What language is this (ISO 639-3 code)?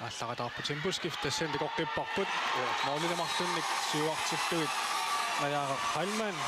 kal